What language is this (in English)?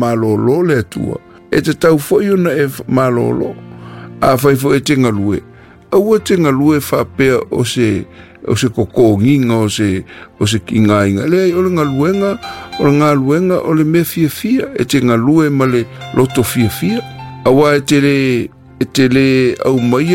Samoan